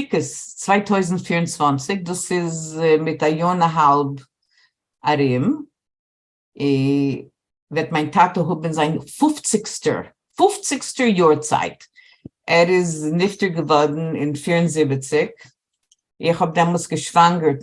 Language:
Yiddish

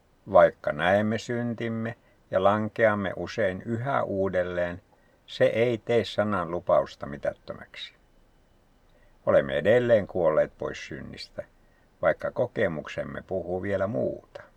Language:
Finnish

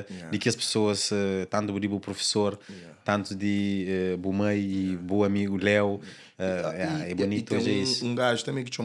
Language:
Kabuverdianu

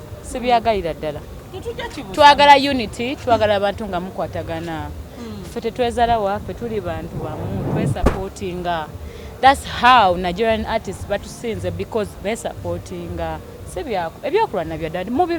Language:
Ganda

